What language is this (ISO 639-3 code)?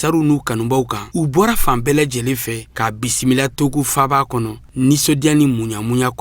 bam